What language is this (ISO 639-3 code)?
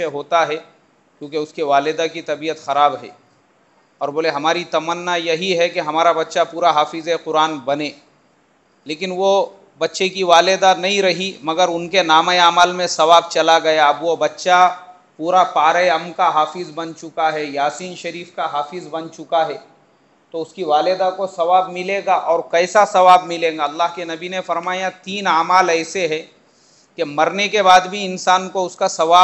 urd